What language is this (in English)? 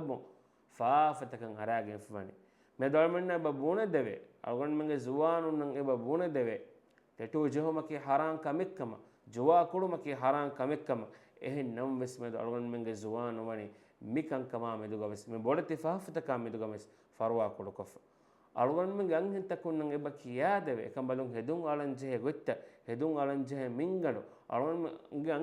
Divehi